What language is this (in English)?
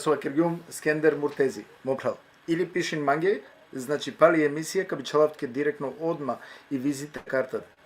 Balkan Romani